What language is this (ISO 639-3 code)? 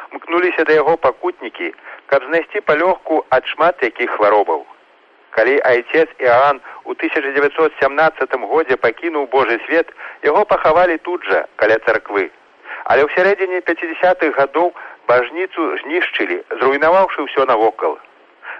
bel